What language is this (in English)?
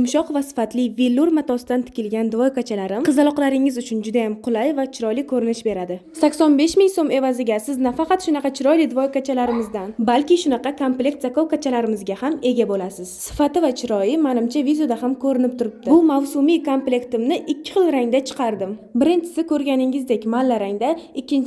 Uzbek